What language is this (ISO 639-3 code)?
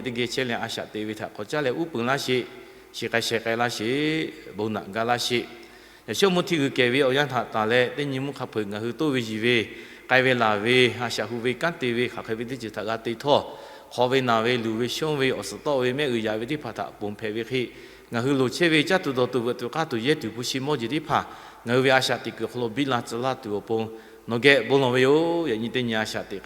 lhu